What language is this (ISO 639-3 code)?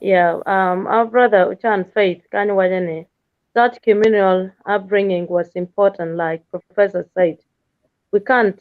ach